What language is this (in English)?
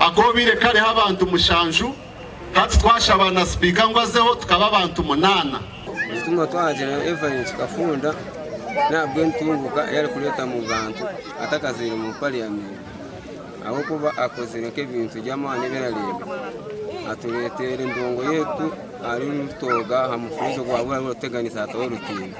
Nyankole